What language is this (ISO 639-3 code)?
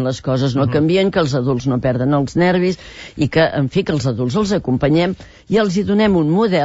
cat